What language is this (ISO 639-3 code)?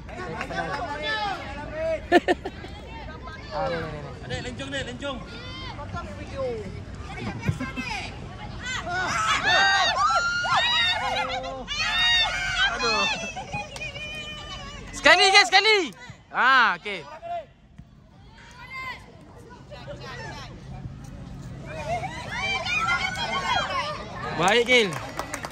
msa